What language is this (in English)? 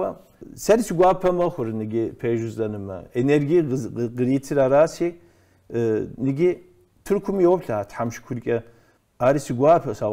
Kabardian